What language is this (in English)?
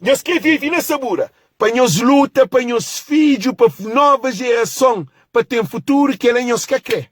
Kabuverdianu